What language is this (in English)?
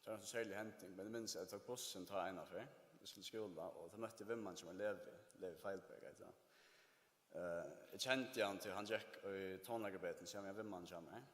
Faroese